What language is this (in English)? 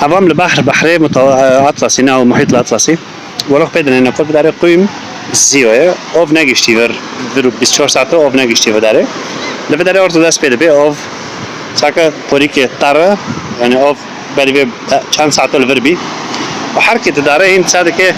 Kurdish